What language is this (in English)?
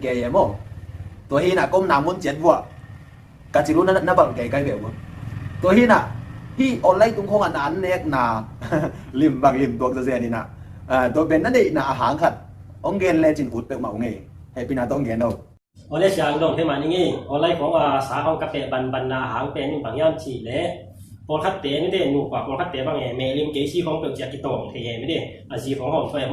Tedim Chin